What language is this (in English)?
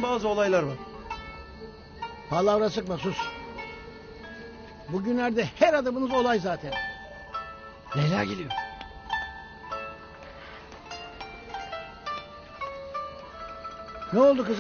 Turkish